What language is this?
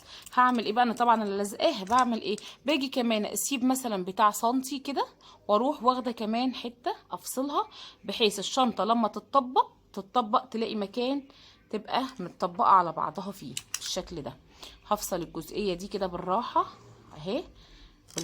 Egyptian Arabic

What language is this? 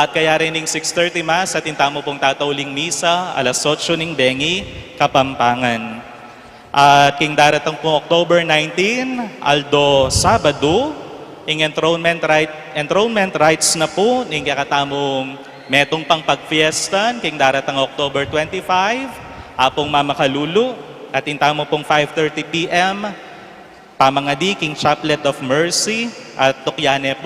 Pampanga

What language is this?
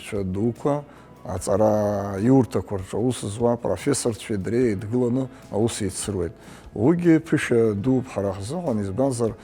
Abkhazian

